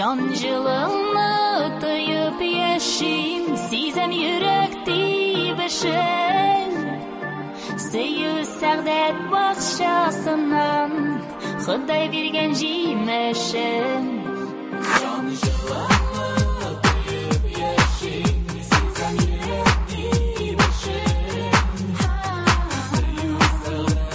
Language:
Tatar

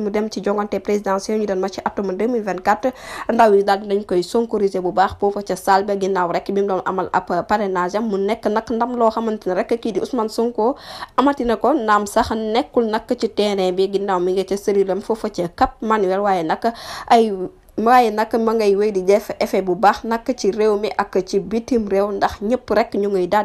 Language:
Wolof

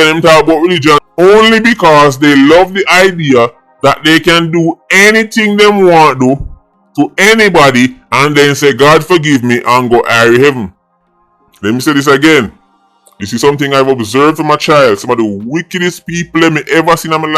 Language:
Jamaican Creole English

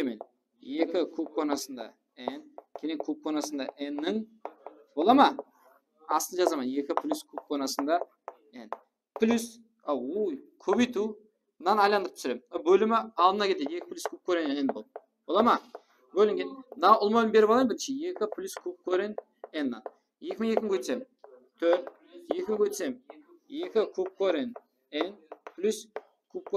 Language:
Kara-Kalpak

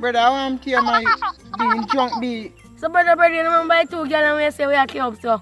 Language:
Jamaican Creole English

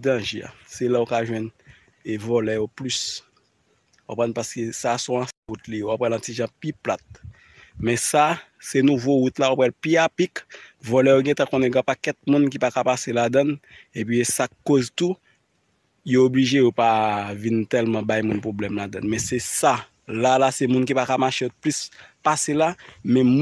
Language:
Haitian Creole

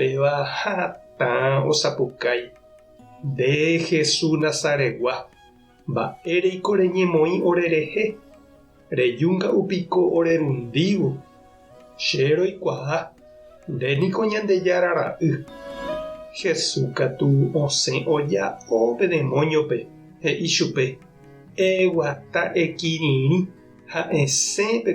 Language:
Guarani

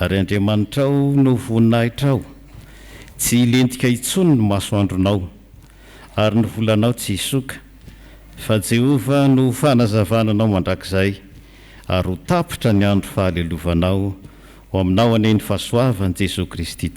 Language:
Malagasy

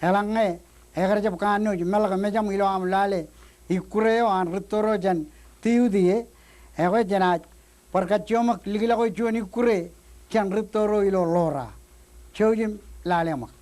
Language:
Marshallese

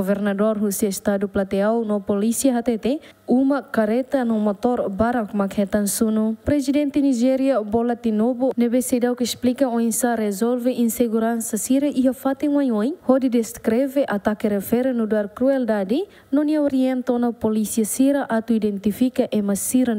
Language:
Tetum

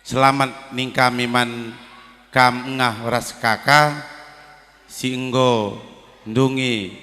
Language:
Batak Karo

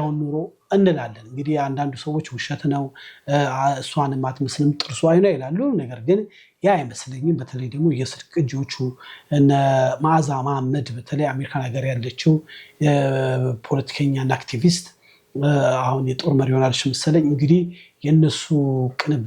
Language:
Amharic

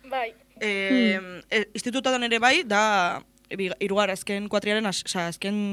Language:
Basque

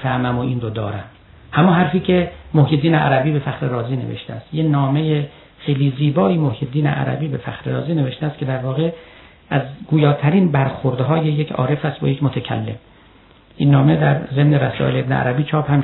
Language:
Persian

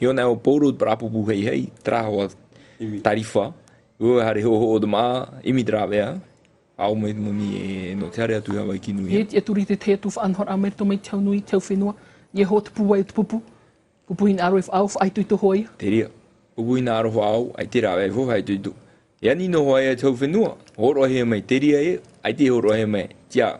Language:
Tahitian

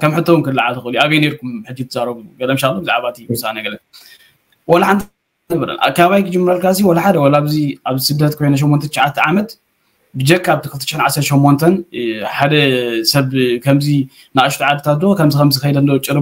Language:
Tigrinya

